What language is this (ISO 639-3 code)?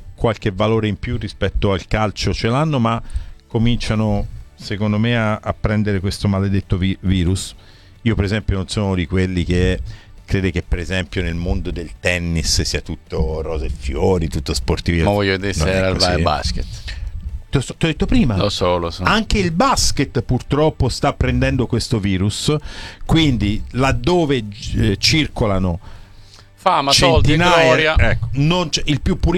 ita